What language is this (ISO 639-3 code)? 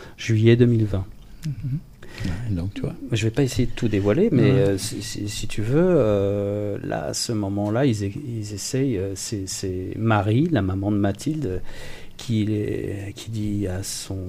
fra